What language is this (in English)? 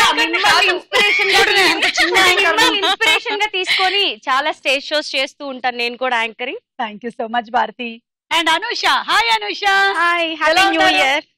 Telugu